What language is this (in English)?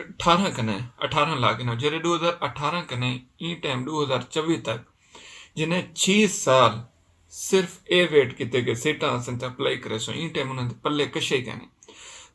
Saraiki